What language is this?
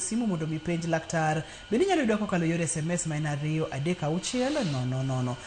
Luo (Kenya and Tanzania)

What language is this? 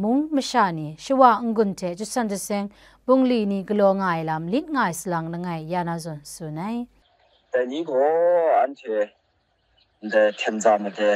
Kachin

